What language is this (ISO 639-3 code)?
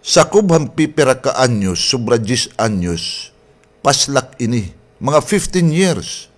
war